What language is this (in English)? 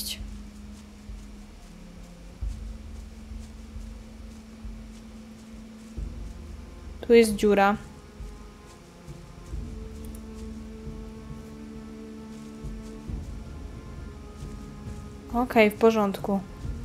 Polish